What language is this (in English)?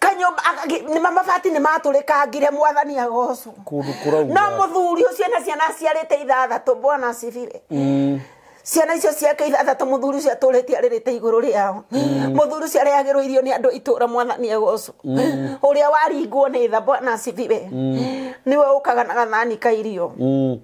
Kikuyu